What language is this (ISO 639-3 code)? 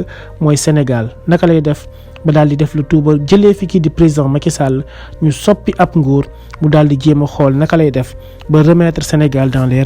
wol